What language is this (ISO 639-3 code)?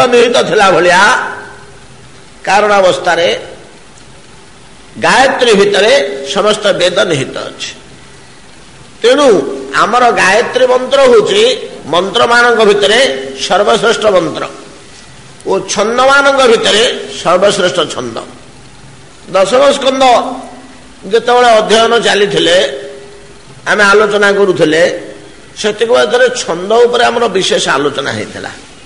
ori